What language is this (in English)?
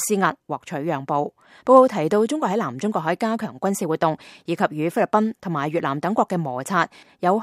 Cantonese